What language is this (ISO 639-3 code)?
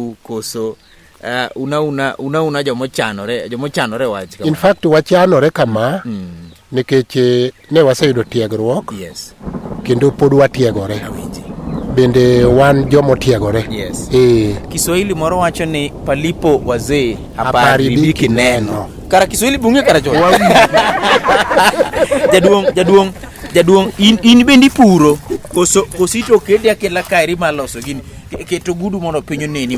luo